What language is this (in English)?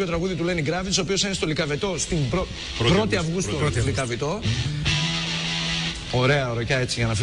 Greek